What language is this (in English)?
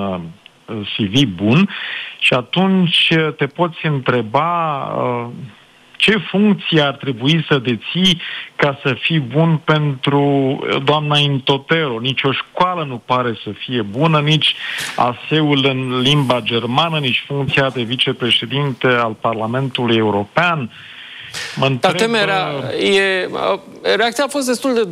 Romanian